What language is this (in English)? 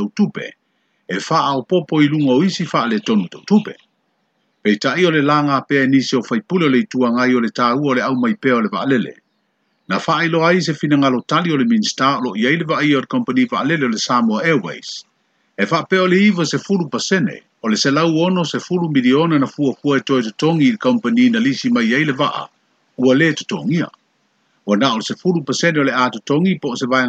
Samoan